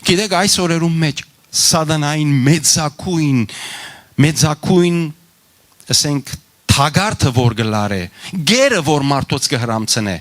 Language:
Western Armenian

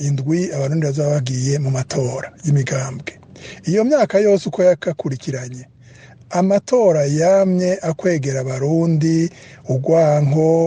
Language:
Rundi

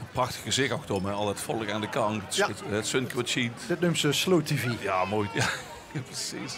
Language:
Limburgish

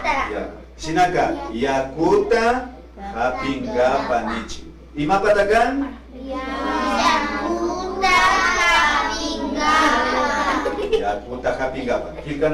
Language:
Imbabura Highland Quichua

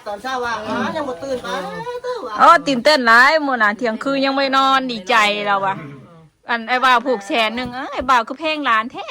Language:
Northeastern Thai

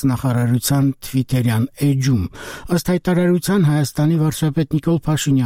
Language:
Armenian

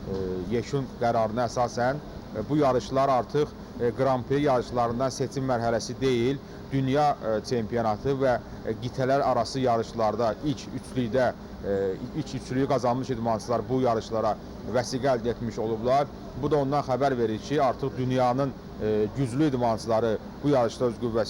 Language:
Azerbaijani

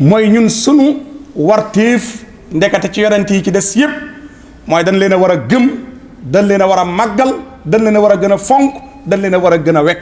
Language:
Wolof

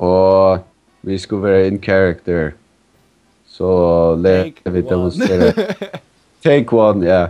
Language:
Faroese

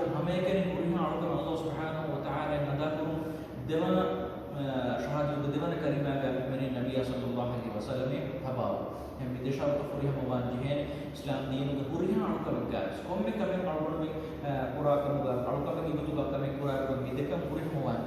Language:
Divehi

